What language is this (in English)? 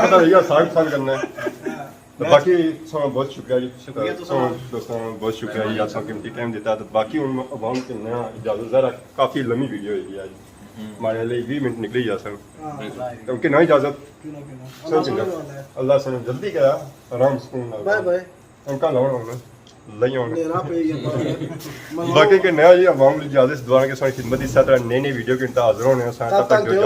Pahari-Potwari